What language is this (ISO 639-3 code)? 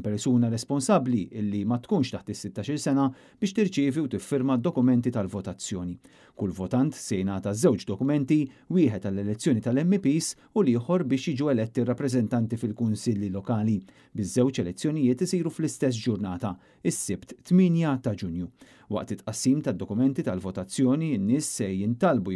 mlt